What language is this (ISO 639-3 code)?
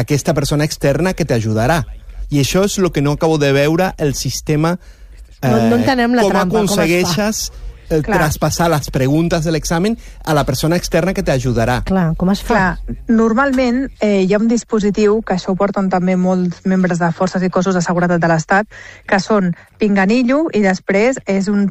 cat